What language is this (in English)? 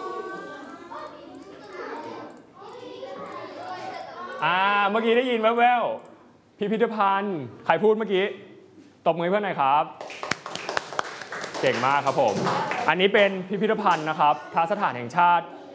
Thai